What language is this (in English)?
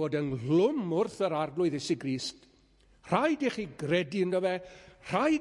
Welsh